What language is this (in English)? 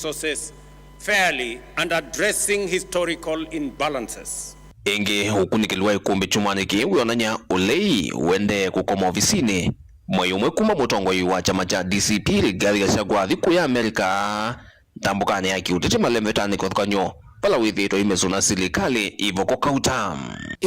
Kamba